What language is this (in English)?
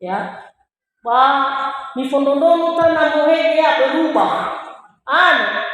Nias